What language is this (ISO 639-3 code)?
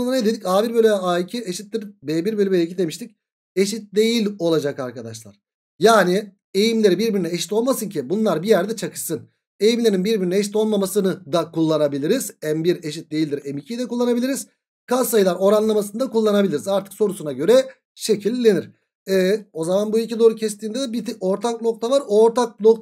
tur